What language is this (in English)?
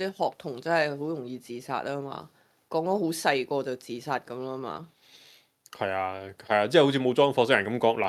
Cantonese